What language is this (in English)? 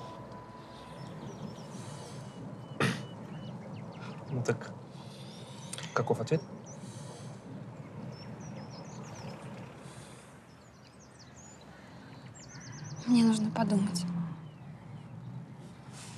Russian